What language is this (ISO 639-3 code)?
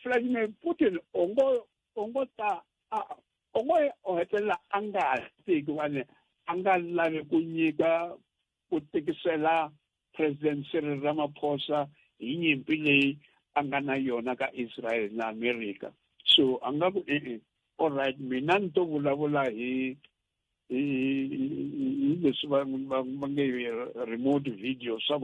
tso